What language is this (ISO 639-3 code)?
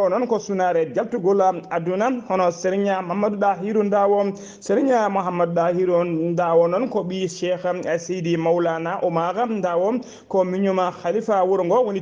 ful